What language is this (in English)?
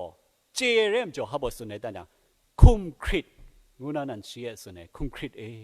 Kachin